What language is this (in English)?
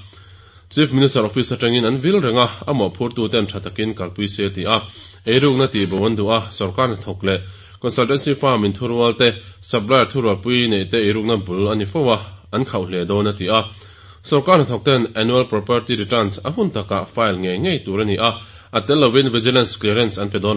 Mizo